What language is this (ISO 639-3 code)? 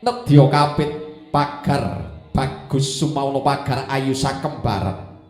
jav